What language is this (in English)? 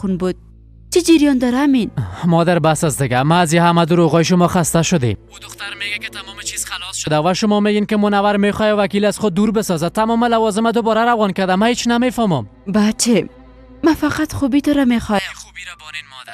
Persian